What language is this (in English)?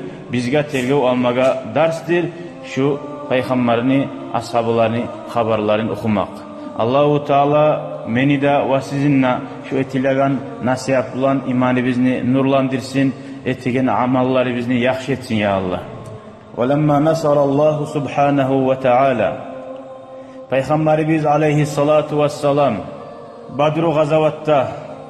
Kumyk